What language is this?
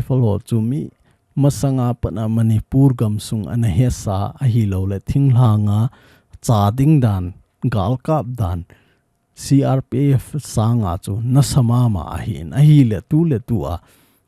Thado Chin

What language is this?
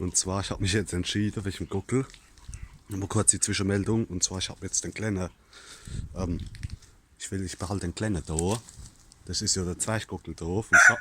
Palatine German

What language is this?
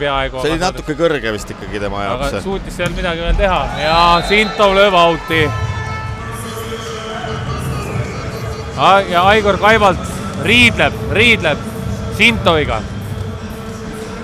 Estonian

